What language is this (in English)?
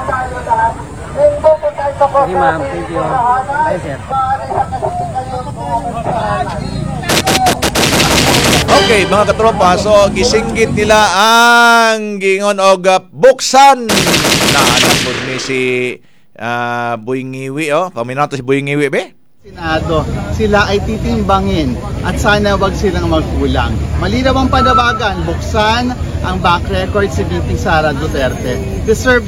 Cebuano